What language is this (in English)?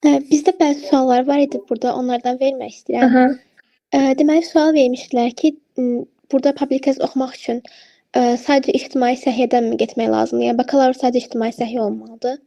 Azerbaijani